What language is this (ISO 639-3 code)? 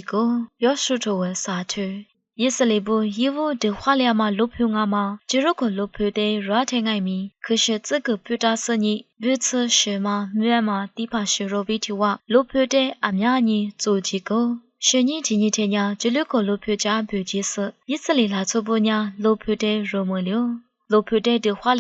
lis